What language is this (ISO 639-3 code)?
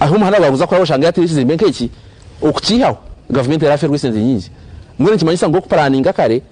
nyn